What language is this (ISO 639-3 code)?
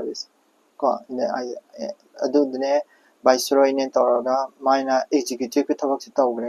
mni